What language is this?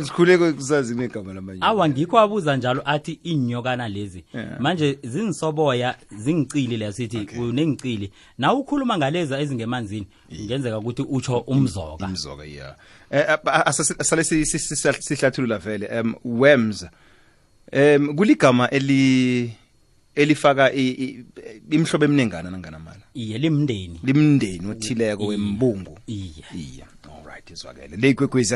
South Ndebele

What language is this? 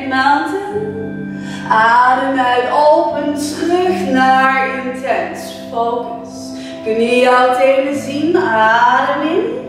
Dutch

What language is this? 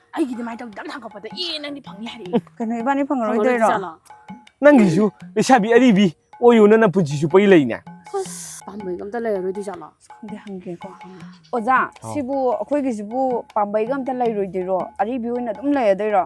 Manipuri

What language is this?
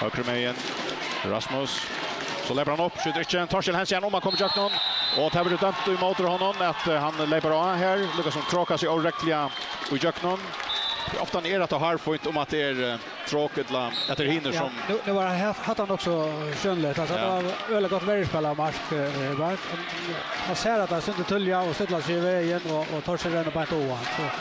Faroese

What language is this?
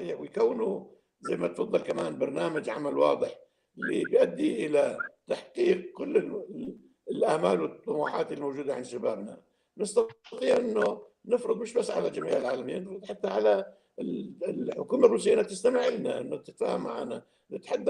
North Levantine Arabic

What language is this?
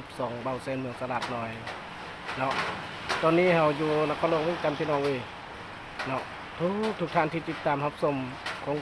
Lao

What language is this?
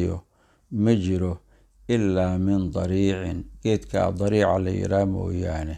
Somali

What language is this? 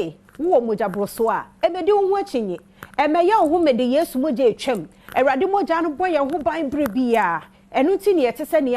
Akan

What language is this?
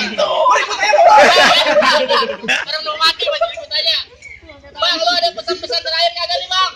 Betawi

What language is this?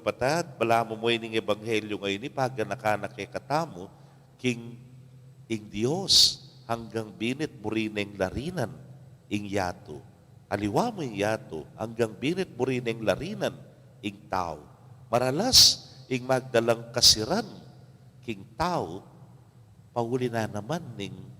Pampanga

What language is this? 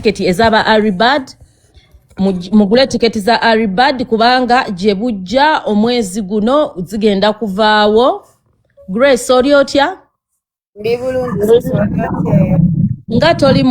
Ganda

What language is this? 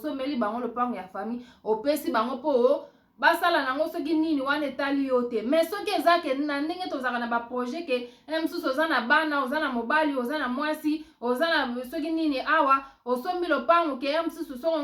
Lingala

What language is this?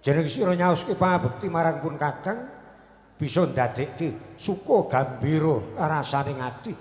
Javanese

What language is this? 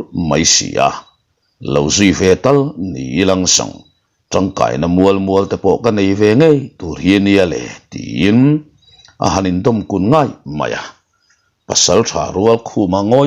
Mizo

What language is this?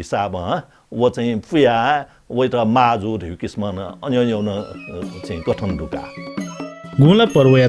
Newari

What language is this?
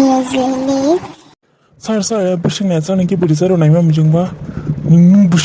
Dimasa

